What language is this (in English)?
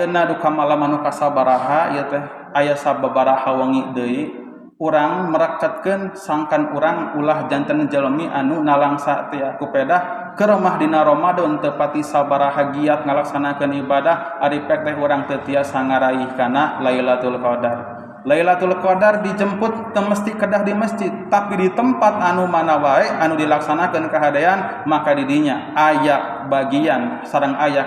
Sundanese